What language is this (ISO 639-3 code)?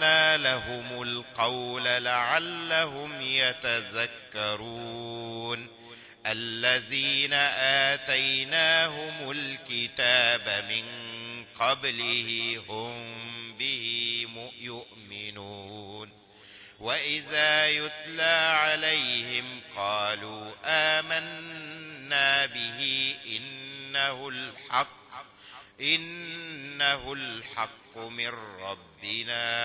ara